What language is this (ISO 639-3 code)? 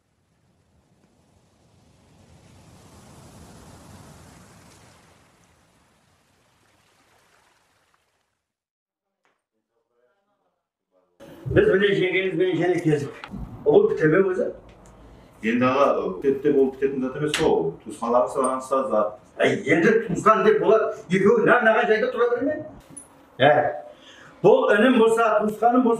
kaz